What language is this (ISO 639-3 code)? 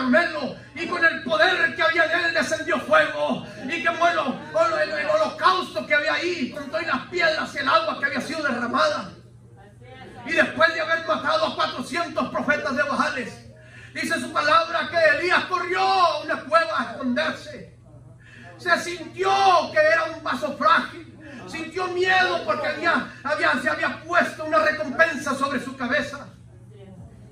spa